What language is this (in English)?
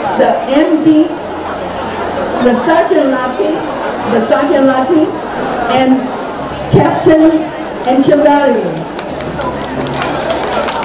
Chinese